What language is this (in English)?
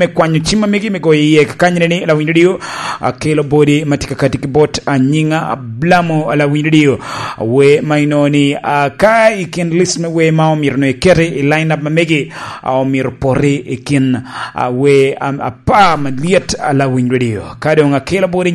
Lango (Uganda)